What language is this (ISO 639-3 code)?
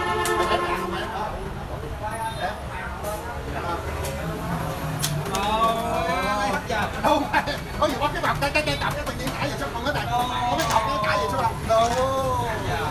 vie